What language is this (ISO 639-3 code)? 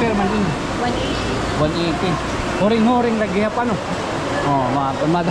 war